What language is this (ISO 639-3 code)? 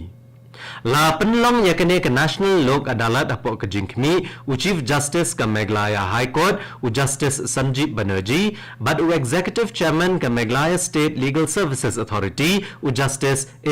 kha